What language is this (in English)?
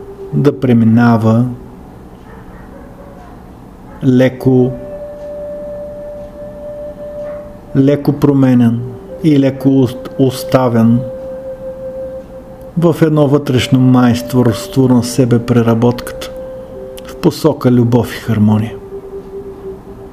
Bulgarian